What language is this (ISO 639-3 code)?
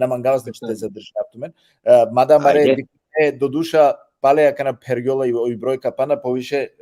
rmn